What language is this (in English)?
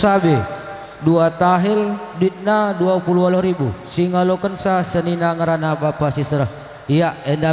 Batak Karo